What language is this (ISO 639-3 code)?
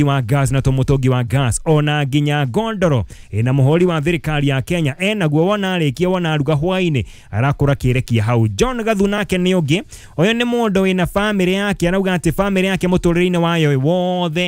kik